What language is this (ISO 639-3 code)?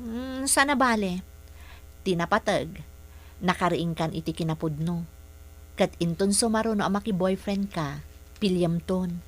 ilo